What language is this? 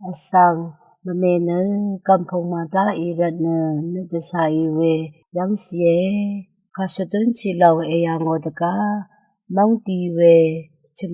Rawang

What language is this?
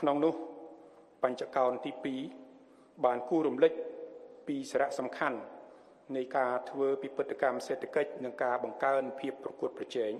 Khmer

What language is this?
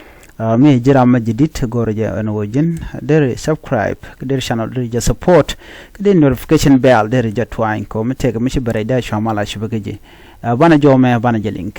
Nuer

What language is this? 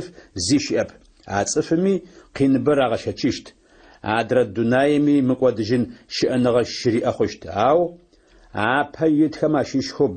Adyghe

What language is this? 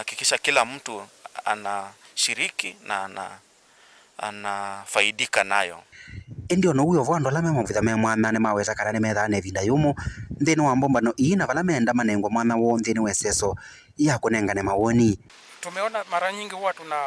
Kamba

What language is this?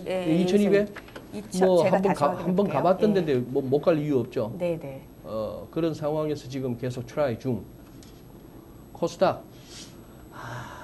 Korean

